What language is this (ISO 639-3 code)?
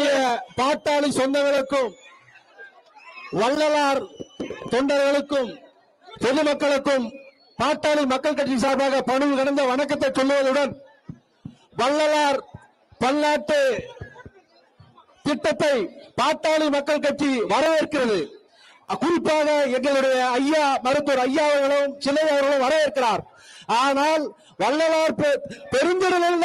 tam